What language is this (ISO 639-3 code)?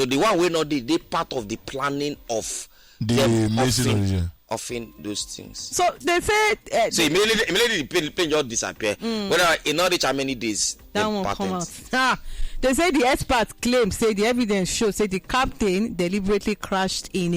pcm